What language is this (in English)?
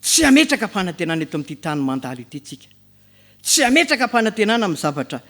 Malagasy